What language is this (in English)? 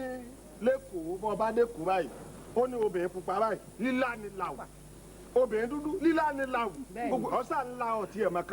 Yoruba